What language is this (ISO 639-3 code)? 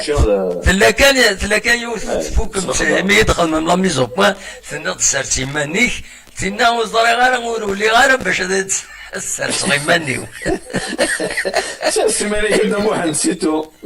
kab